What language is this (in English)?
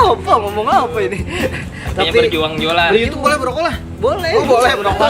Banjar